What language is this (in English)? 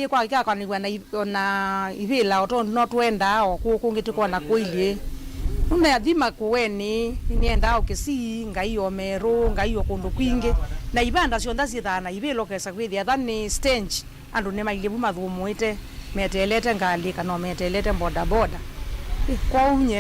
Kamba